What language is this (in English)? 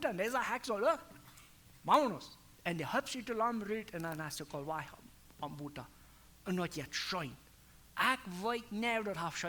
Plautdietsch